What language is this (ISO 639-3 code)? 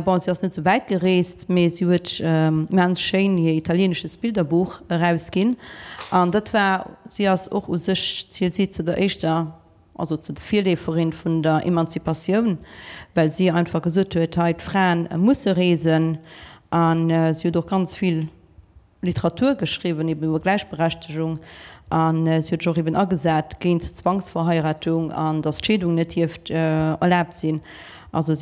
ltz